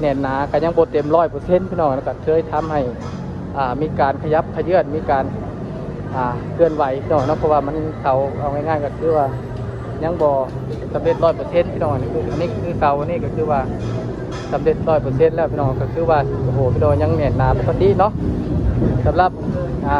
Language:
Lao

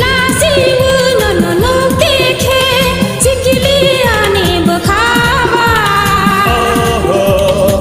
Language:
Kok Borok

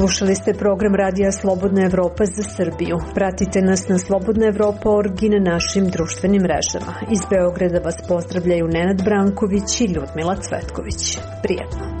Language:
Serbian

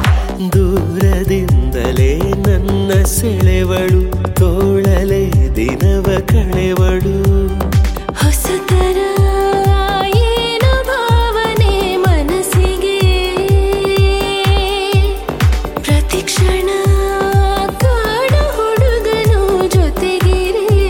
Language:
Kannada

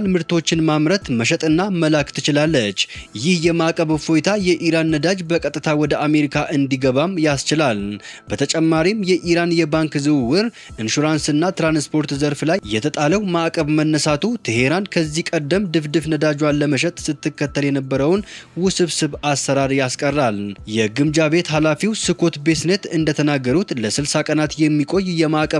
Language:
Amharic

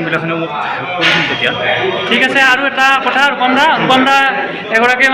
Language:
Assamese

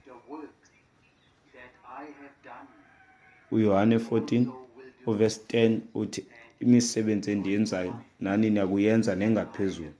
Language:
Xhosa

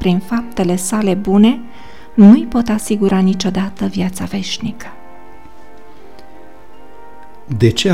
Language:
Romanian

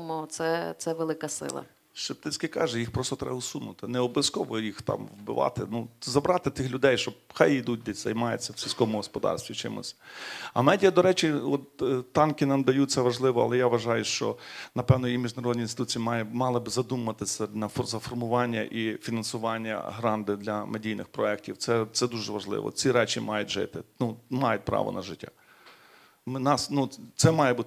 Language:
Ukrainian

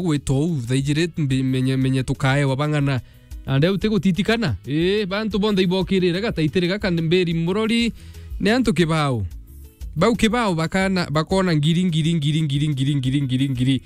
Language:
Meru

